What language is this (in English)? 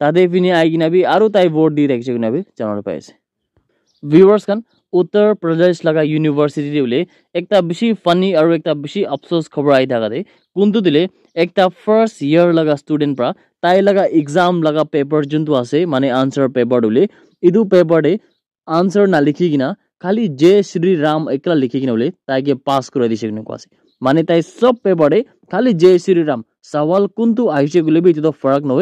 Naga Pidgin